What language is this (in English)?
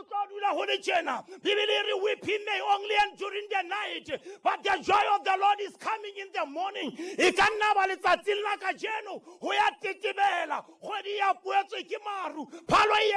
Southern Sotho